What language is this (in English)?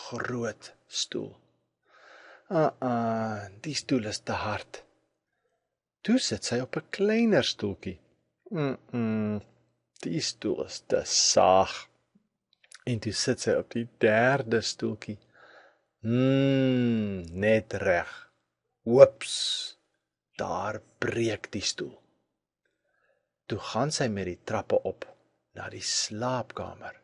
Afrikaans